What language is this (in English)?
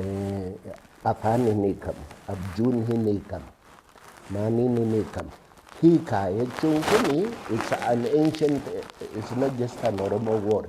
Oromo